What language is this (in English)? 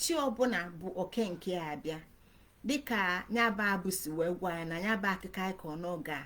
Igbo